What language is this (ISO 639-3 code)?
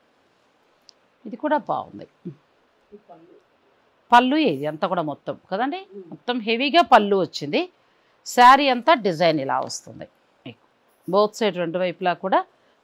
tel